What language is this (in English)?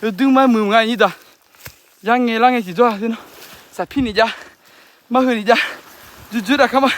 Akha